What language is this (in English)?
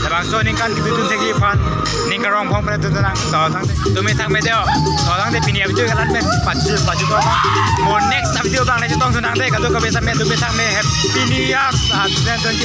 Karbi